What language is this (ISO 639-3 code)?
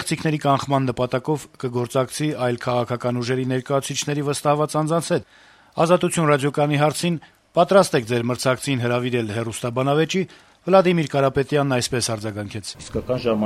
hye